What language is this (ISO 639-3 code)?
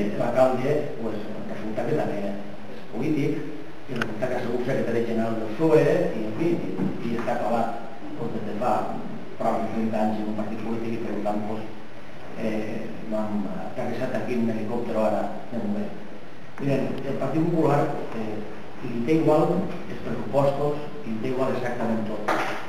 cat